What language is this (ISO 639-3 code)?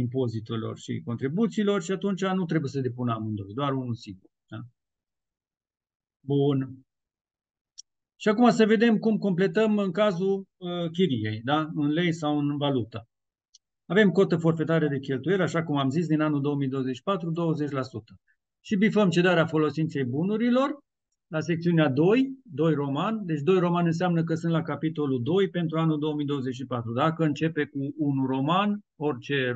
ron